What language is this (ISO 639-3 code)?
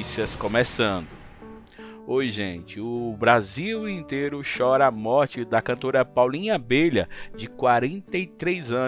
por